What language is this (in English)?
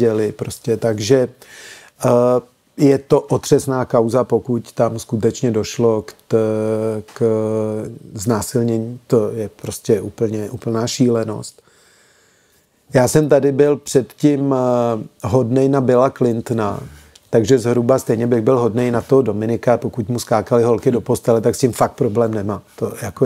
Czech